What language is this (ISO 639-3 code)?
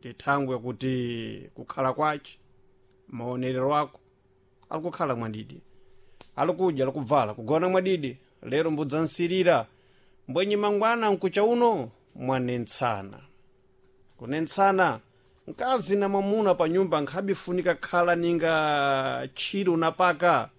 seh